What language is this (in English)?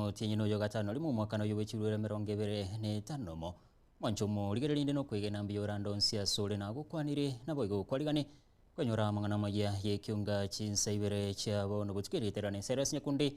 Gusii